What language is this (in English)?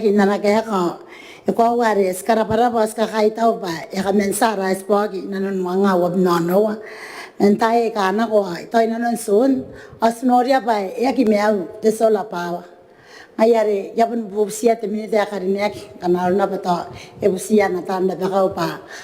Gilbertese